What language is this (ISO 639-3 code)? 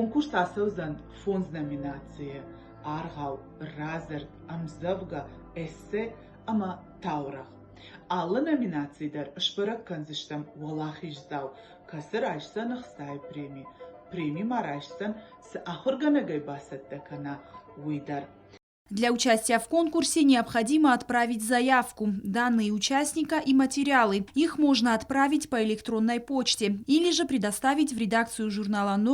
oss